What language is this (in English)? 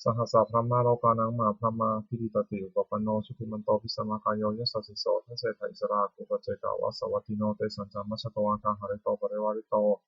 Pali